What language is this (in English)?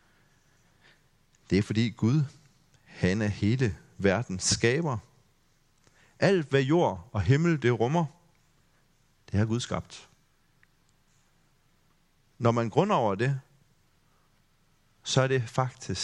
Danish